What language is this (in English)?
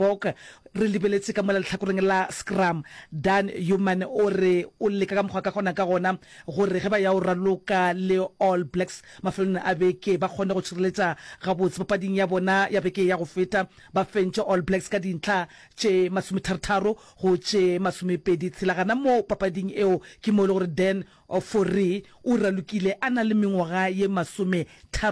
Northern Sotho